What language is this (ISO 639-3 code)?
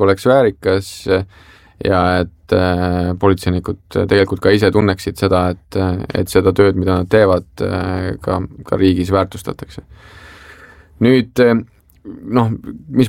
est